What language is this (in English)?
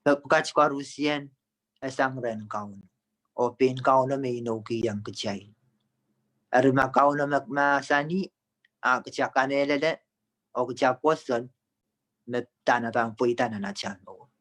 Pohnpeian